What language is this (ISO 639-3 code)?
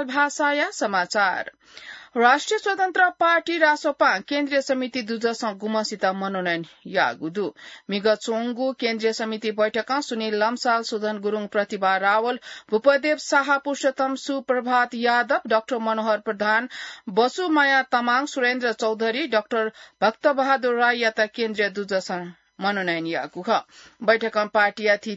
new